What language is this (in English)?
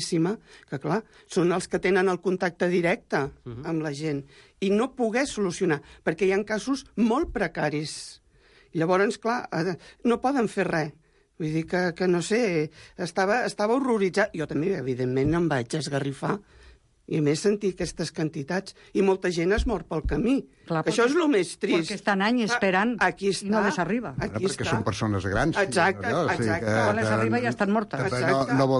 Catalan